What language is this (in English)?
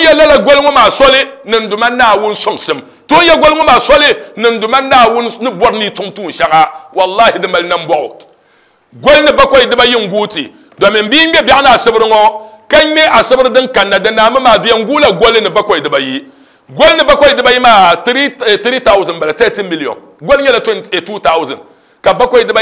Dagbani